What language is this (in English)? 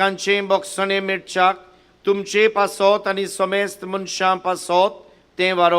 Konkani